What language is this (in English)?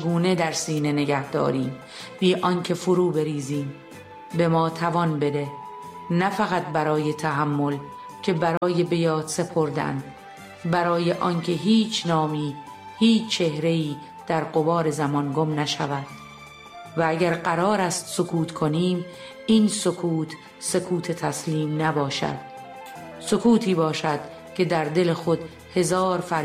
Persian